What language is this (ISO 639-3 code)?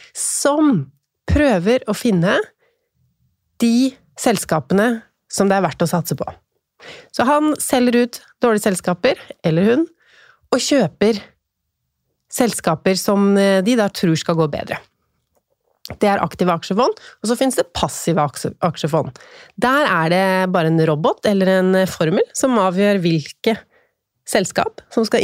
nor